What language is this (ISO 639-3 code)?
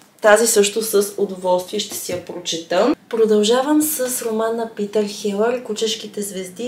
bul